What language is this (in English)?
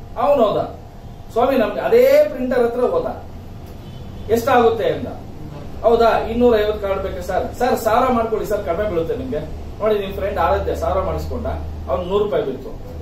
Kannada